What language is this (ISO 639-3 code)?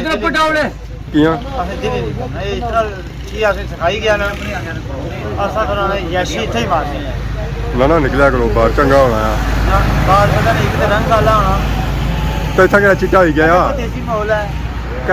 phr